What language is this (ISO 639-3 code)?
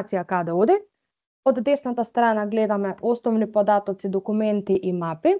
mkd